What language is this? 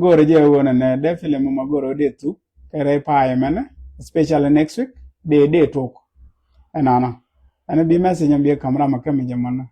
Nuer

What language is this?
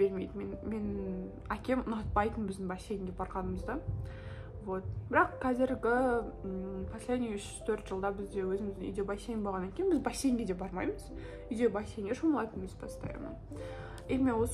Kazakh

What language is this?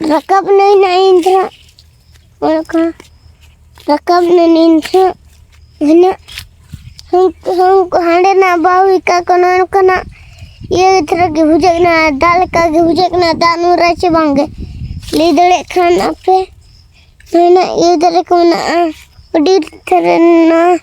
Santali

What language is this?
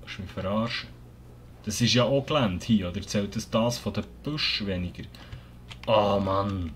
Swiss German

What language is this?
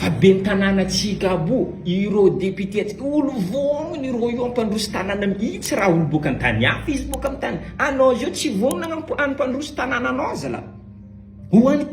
Malagasy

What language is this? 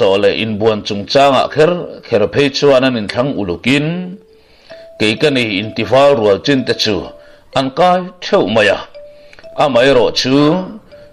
Mizo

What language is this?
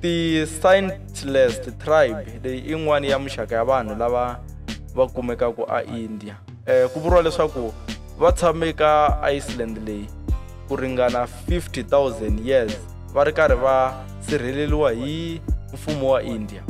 Tsonga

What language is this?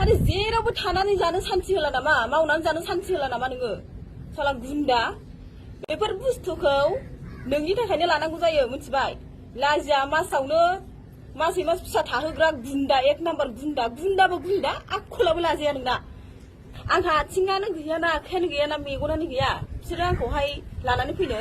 Bodo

